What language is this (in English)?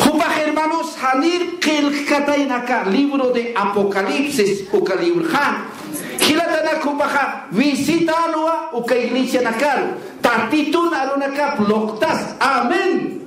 Aymara